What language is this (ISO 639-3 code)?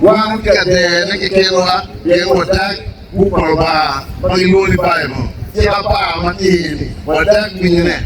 ach